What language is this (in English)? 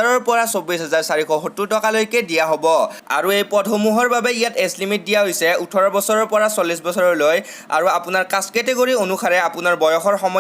Assamese